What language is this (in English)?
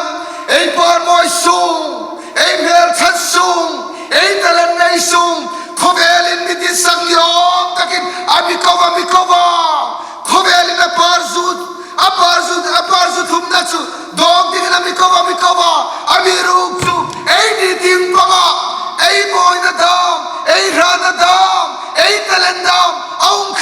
Hmar